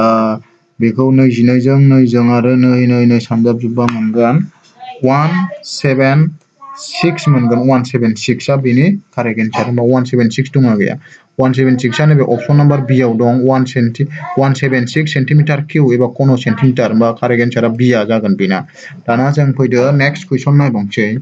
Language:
Bodo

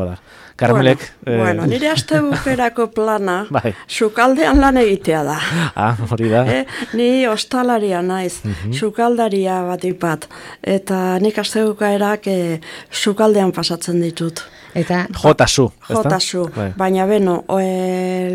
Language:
Basque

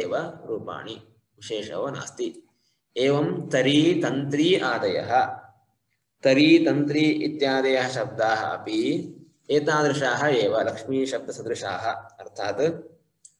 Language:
Sanskrit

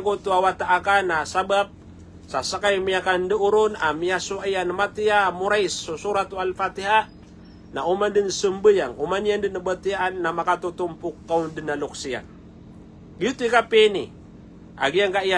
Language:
Maranao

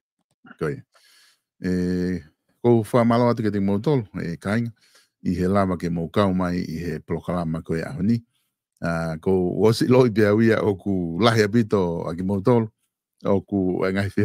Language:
Tongan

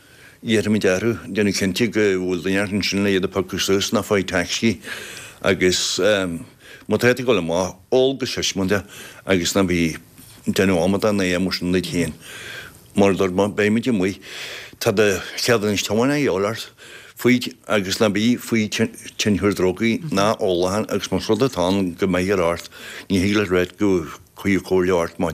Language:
Irish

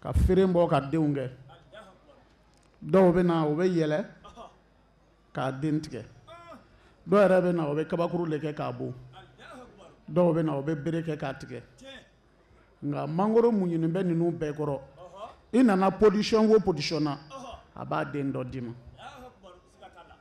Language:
Bambara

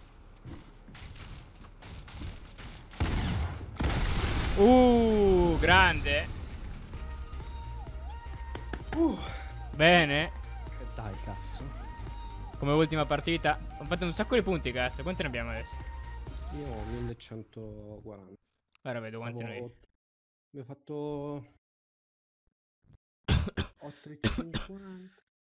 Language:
Italian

